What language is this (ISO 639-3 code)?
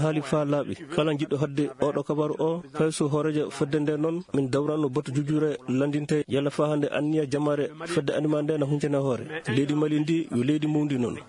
ful